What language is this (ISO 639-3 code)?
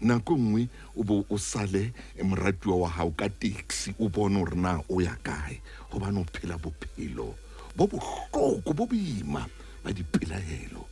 sot